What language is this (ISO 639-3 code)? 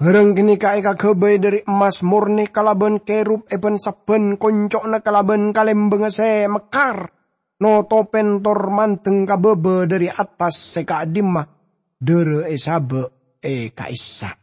mad